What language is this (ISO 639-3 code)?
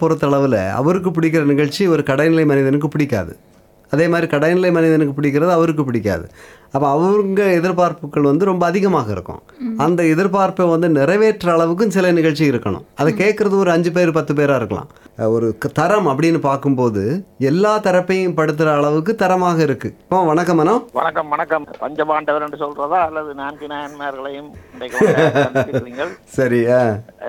tam